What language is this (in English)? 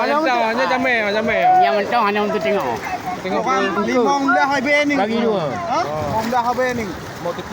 Achinese